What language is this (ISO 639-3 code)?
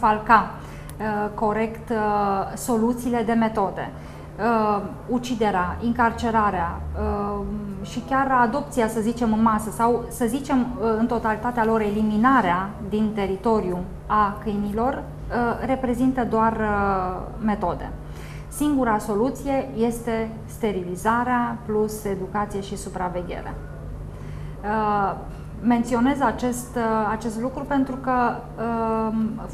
ron